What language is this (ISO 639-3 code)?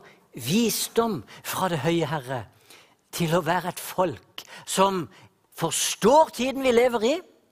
nor